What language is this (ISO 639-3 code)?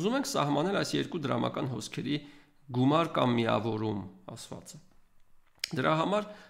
hye